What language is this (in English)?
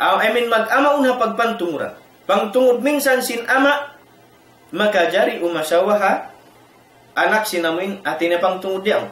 Tausug